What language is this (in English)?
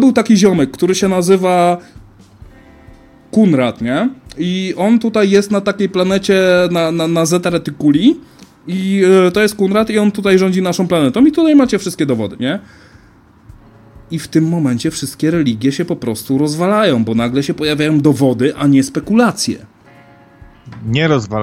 Polish